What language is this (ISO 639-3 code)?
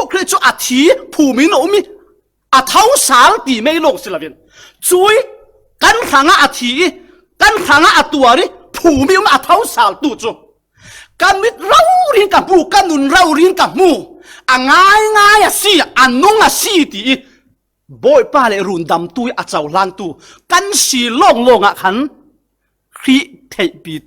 cfm